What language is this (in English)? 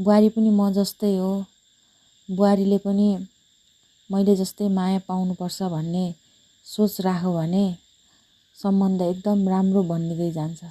Nepali